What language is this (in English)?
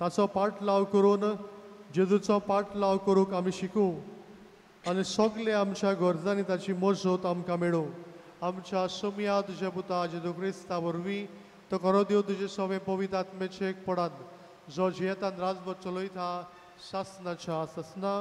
Konkani